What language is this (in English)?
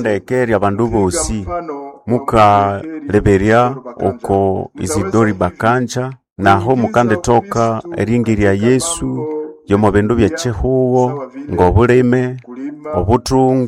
Nande